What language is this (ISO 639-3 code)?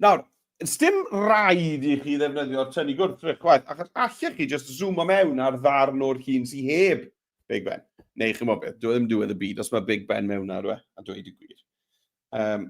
cym